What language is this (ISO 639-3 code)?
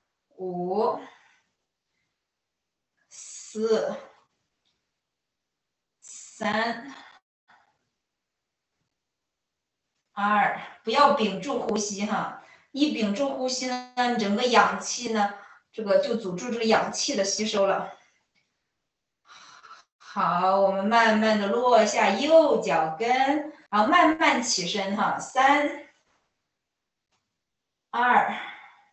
zho